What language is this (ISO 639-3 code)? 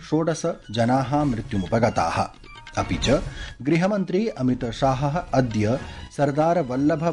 san